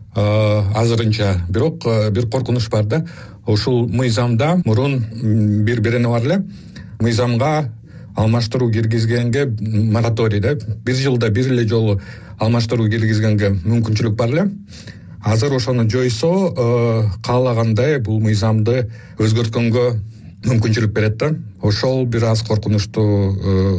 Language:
Kyrgyz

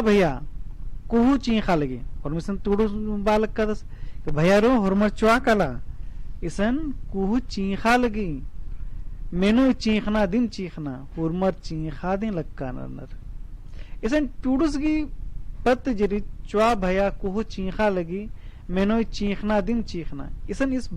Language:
Kurukh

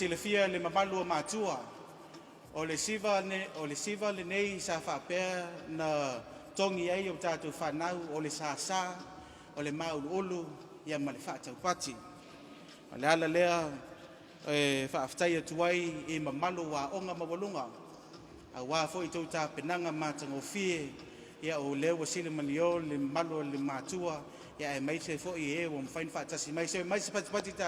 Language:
Samoan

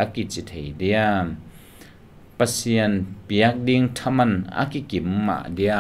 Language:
Tedim Chin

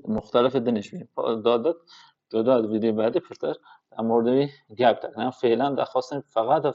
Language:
Kurdish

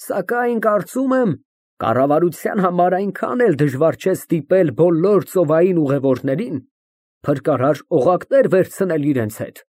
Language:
Armenian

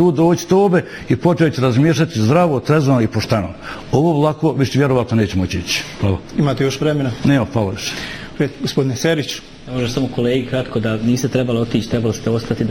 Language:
Bosnian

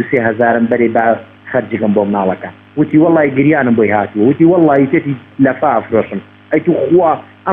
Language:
Central Kurdish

